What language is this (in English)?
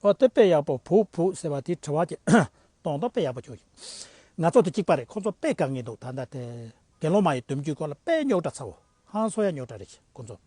Tibetan